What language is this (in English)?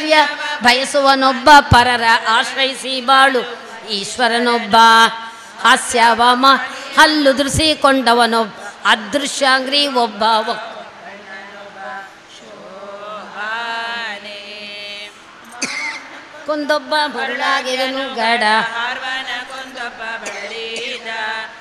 Kannada